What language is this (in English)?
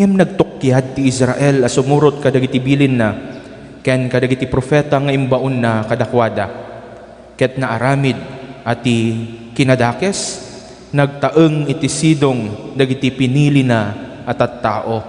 Iloko